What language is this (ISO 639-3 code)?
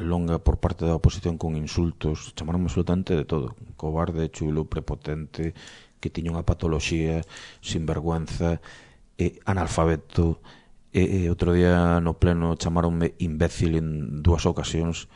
glg